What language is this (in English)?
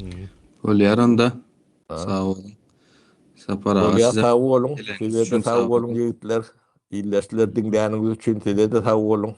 Turkmen